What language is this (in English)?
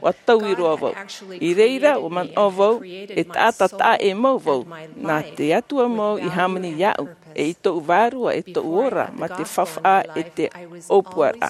Tahitian